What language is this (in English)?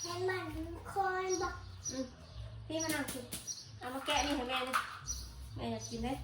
Northeastern Thai